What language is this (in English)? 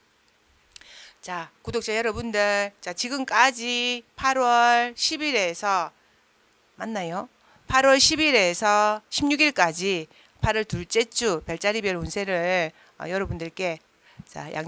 Korean